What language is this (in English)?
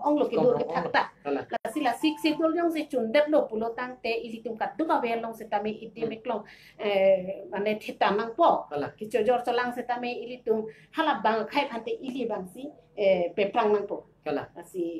Karbi